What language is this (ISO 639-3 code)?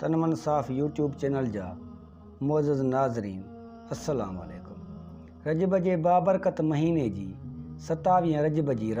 snd